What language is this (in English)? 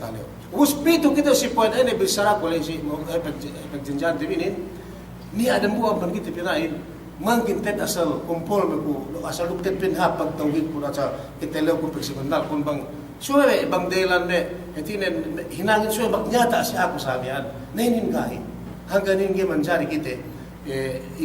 Yakan